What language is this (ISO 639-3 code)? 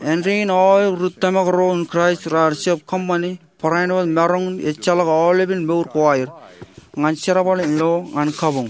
mah